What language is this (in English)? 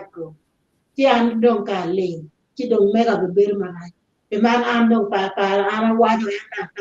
Acoli